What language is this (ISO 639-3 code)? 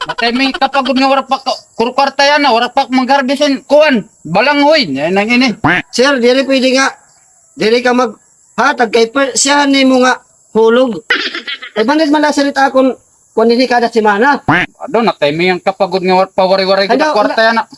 war